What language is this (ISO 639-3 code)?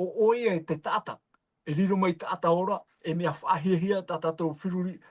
tah